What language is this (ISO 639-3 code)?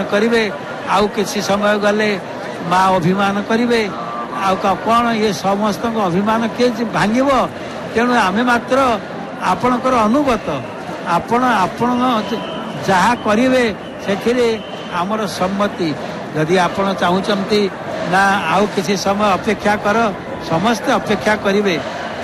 ori